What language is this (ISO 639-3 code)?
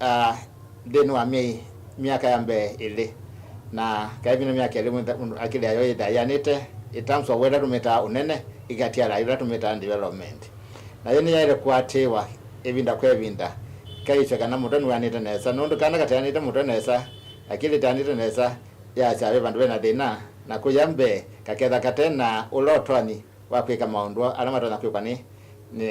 kam